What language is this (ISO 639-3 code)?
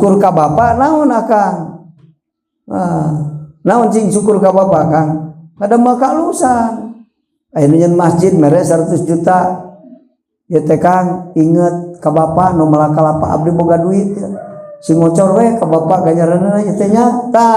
sun